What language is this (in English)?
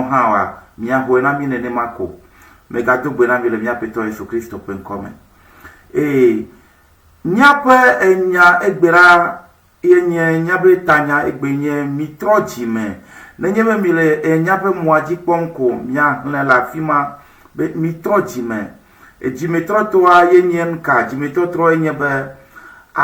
Ewe